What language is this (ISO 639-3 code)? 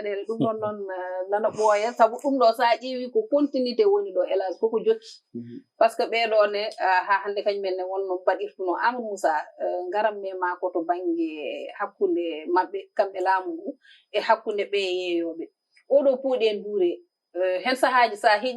ful